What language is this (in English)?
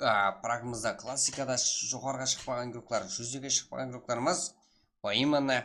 Kara-Kalpak